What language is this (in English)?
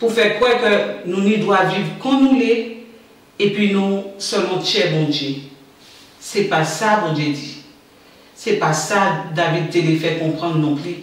Guadeloupean Creole French